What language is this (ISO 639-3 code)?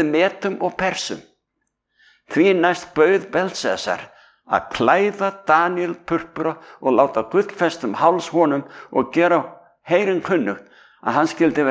isl